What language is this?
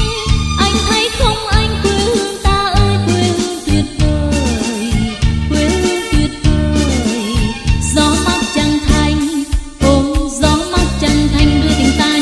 Vietnamese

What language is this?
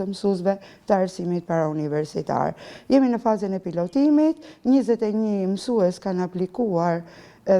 Albanian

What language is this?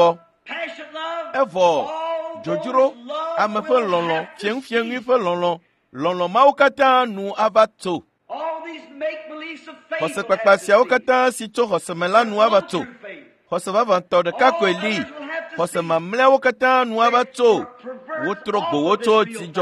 Ewe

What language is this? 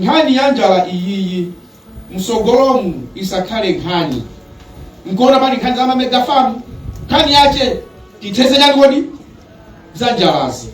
Nyanja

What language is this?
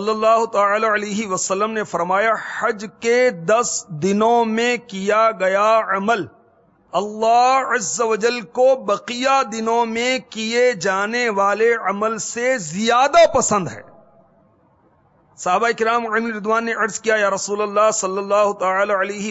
Urdu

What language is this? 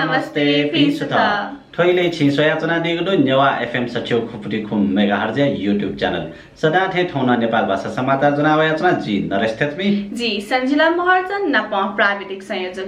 Newari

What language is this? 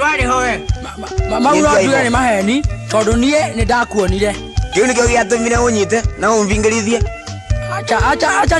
Kikuyu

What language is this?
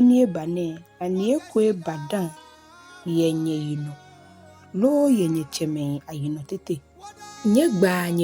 Ga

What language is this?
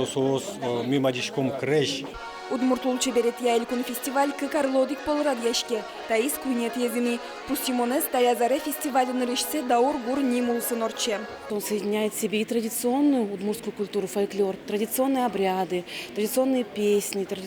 Udmurt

